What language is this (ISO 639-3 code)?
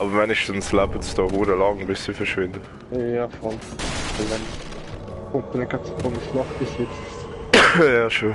gsw